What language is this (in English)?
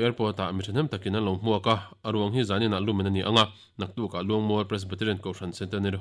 Mizo